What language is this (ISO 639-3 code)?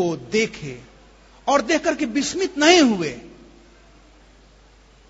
hin